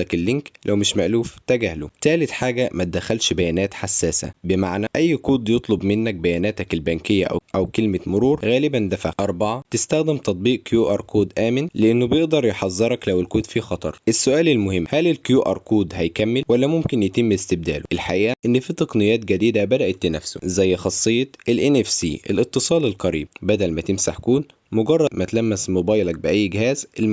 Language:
Egyptian Arabic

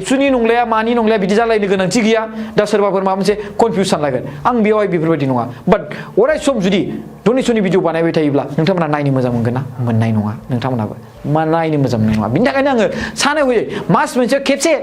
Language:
Bodo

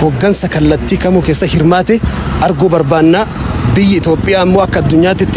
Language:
Oromo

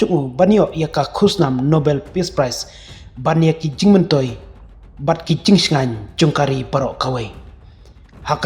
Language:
Khasi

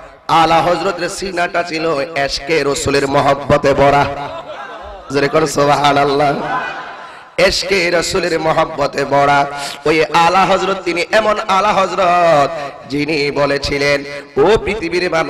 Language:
Bangla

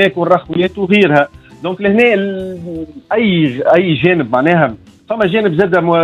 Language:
Tunisian Arabic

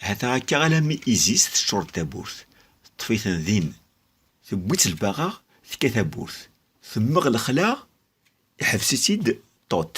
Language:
Kabyle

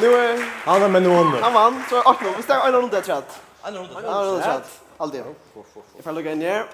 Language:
Faroese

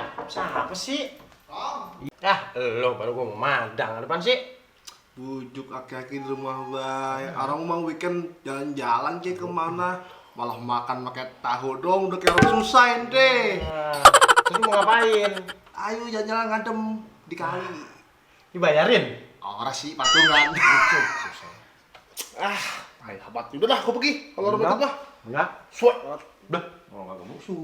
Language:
Betawi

